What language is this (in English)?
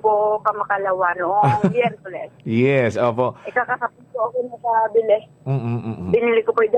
Filipino